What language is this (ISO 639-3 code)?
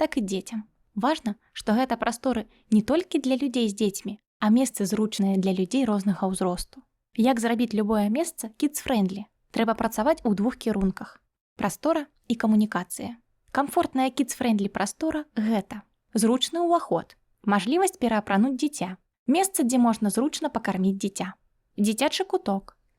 bel